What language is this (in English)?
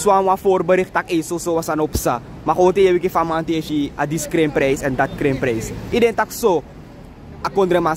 Sranan Tongo